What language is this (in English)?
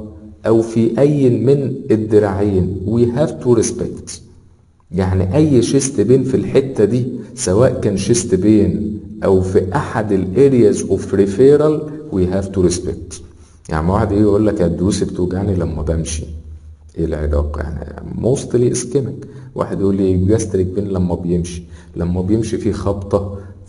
Egyptian Arabic